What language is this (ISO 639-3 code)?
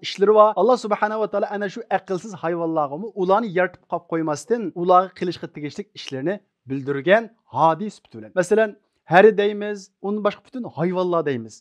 uig